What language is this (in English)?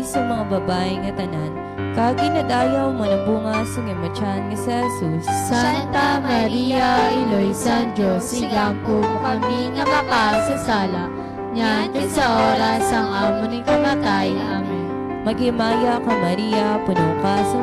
Hiligaynon